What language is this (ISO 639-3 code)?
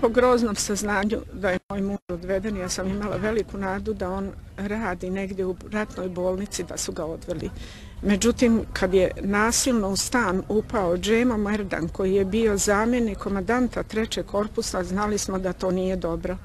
bos